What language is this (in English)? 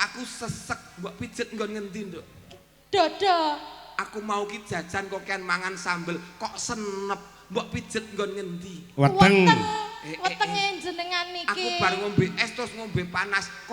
Javanese